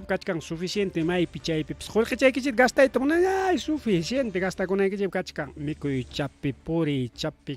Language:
Ayacucho Quechua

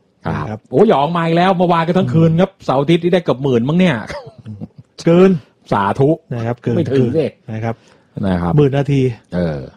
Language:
Thai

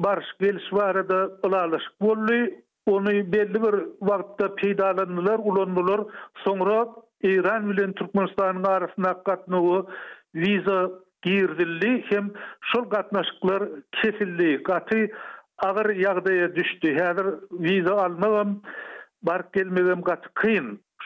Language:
Turkmen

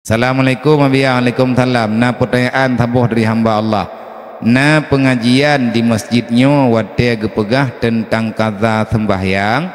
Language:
Achinese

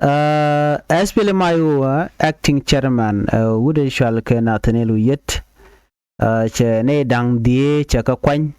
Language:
Nuer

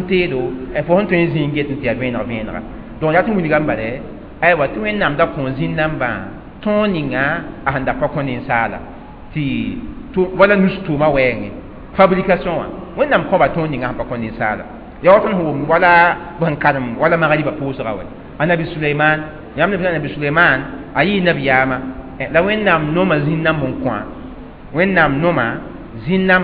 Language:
Mossi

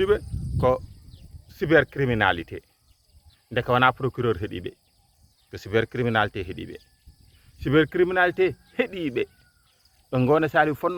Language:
Fula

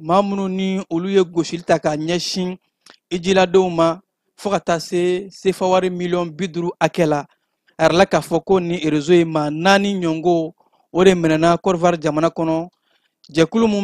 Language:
Bambara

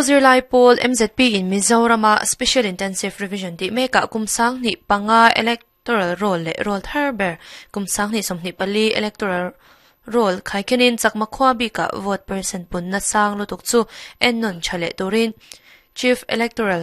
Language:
Mizo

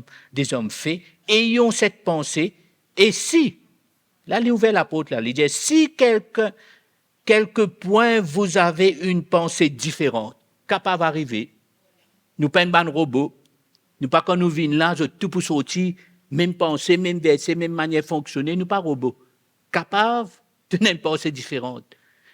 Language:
Morisyen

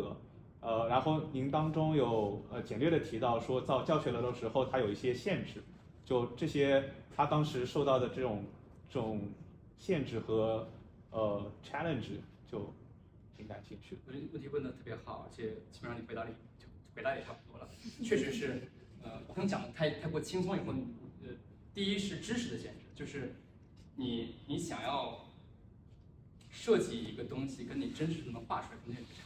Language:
Chinese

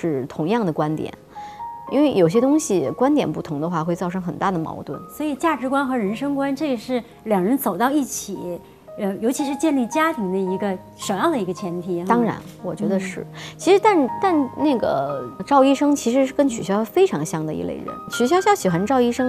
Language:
Chinese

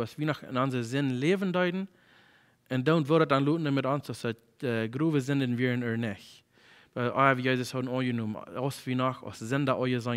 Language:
Plautdietsch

